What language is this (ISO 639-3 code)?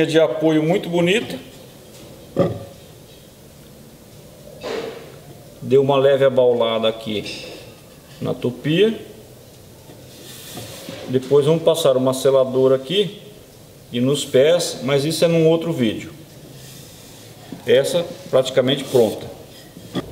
por